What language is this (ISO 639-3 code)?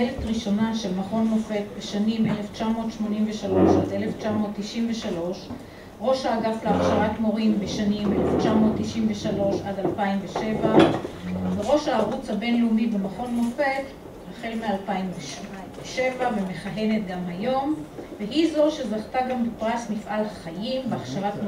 heb